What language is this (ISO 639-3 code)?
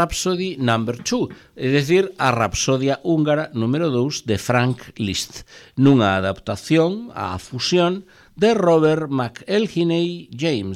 glg